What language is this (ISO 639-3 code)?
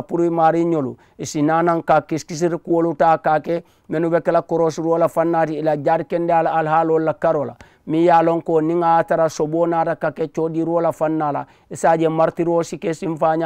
man